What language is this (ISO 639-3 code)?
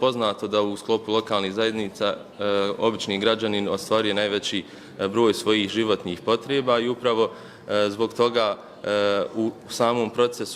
bos